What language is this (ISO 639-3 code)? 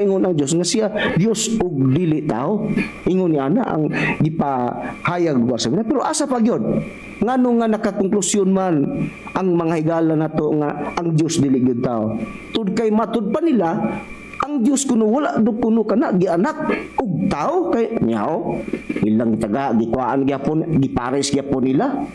ceb